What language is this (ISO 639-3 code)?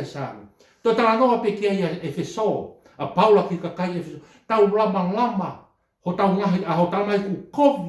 ton